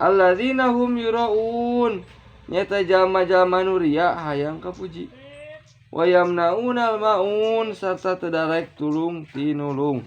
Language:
Sundanese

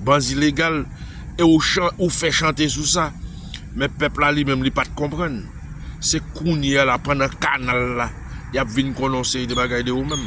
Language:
Haitian Creole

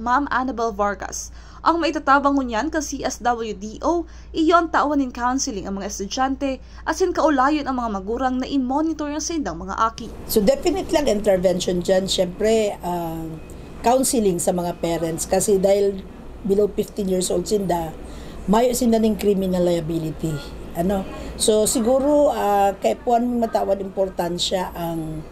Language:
Bikol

